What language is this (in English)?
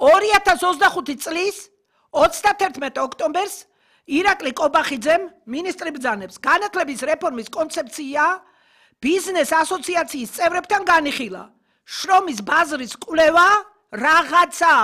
Georgian